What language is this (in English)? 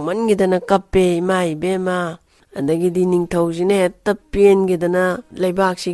Manipuri